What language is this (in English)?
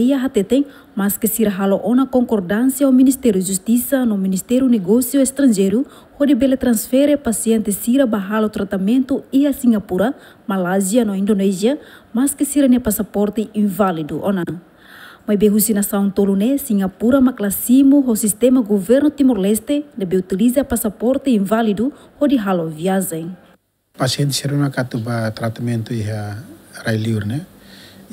Tetum